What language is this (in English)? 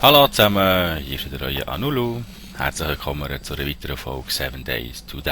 Swiss German